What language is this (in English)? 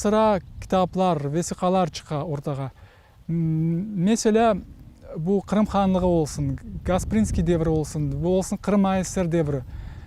Crimean Tatar